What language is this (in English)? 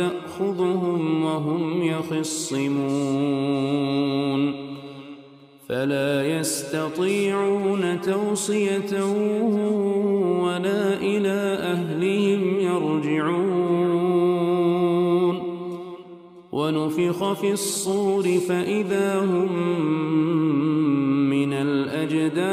Arabic